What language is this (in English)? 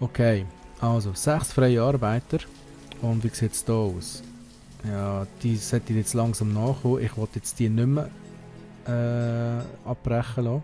Swiss German